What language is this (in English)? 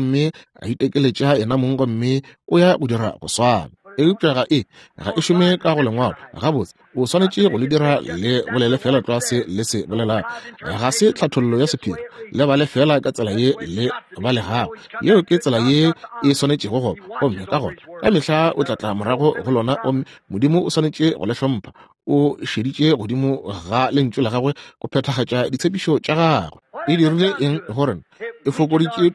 Northern Sotho